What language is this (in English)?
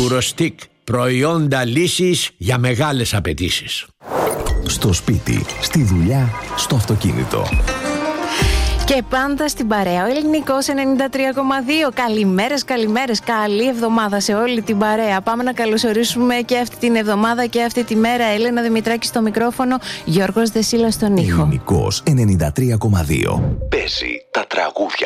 Greek